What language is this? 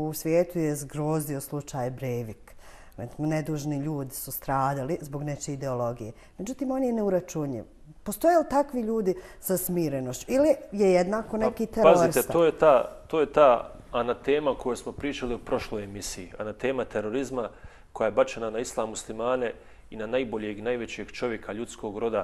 Bosnian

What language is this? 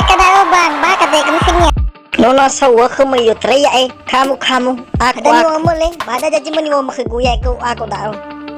Nias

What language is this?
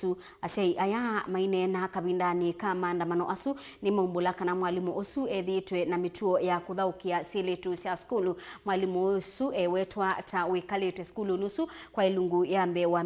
Kamba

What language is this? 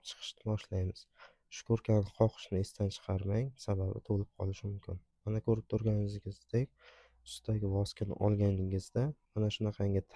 Uzbek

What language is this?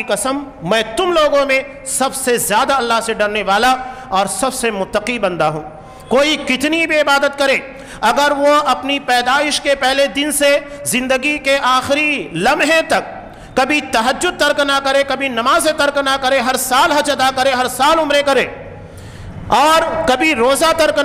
Urdu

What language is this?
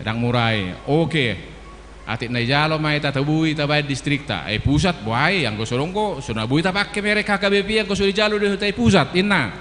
Batak Toba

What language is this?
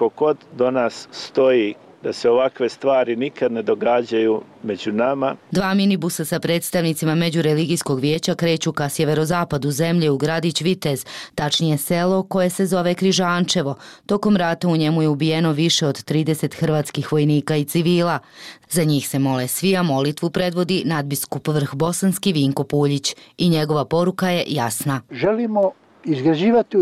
Bosnian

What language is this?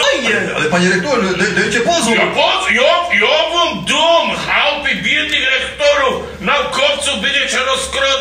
Silesian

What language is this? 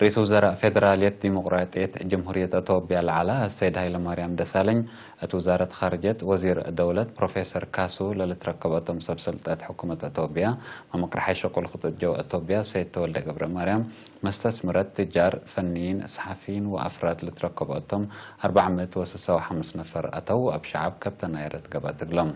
Tigre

